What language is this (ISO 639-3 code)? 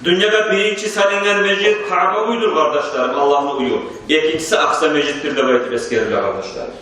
kum